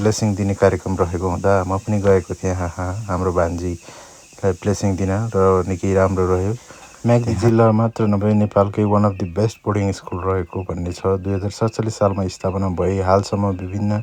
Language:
Nepali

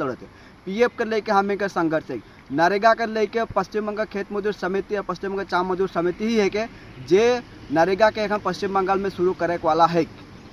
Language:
Sadri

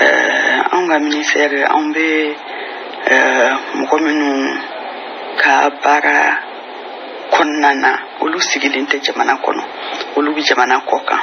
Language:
Bambara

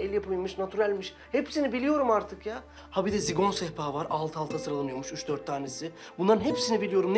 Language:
Turkish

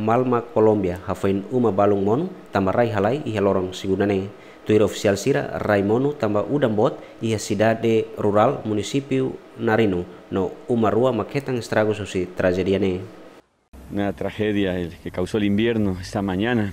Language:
Tetum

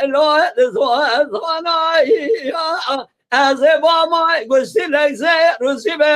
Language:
Kurdish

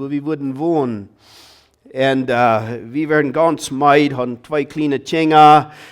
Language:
Plautdietsch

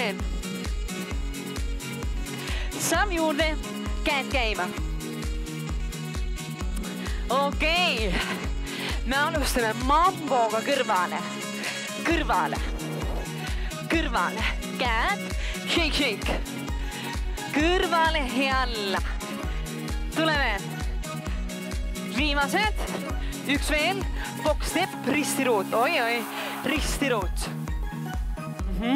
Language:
Estonian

